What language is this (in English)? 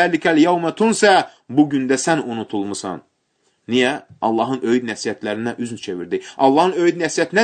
Azerbaijani